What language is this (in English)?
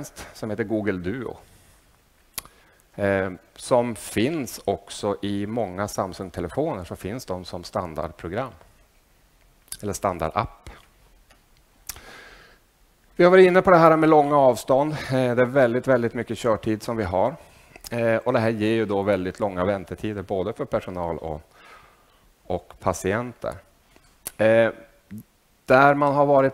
Swedish